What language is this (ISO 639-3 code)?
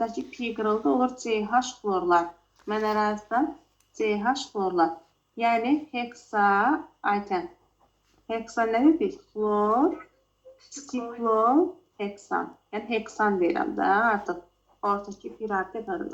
aze